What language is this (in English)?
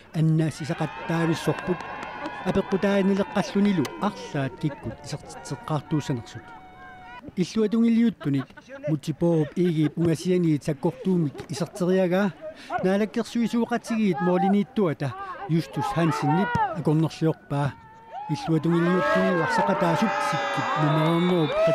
Kalaallisut